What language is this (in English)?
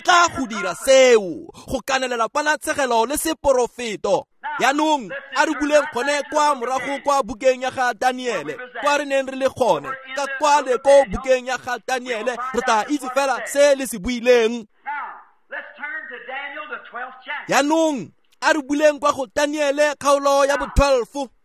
Tswana